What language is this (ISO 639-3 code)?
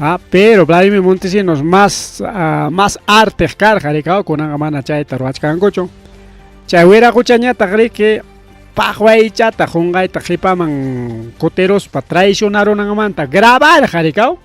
quy